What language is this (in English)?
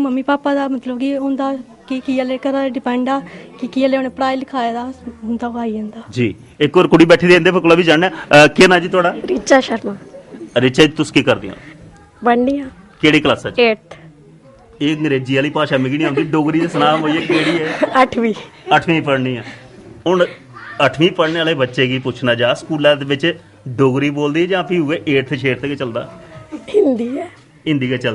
Dogri